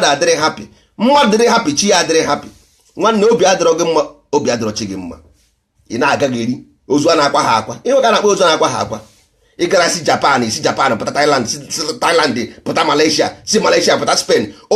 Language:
Igbo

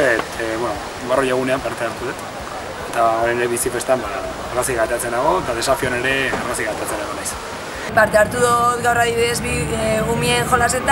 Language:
Basque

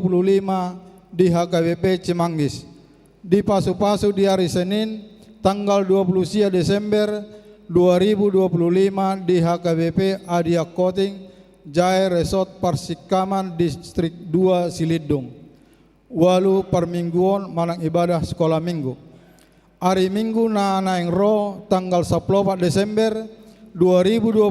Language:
Batak Toba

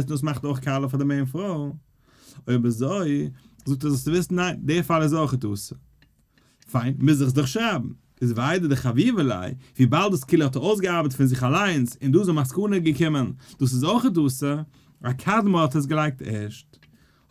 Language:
Yiddish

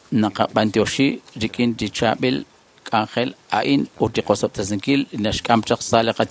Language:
Kekchí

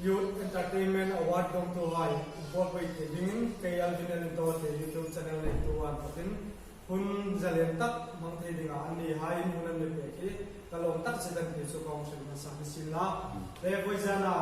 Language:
Hmar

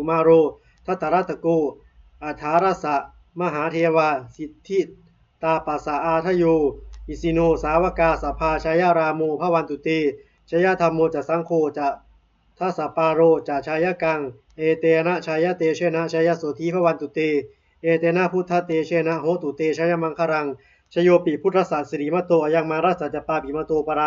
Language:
Pali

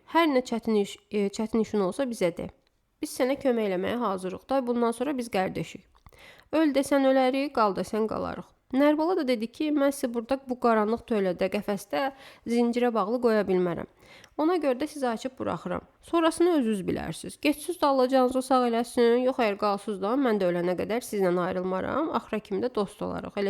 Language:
Azerbaijani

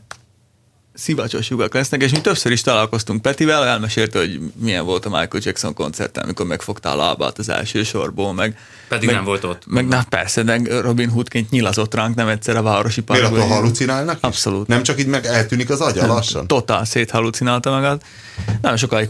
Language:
Hungarian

